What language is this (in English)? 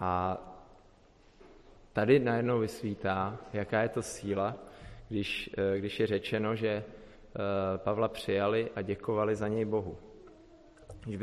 Czech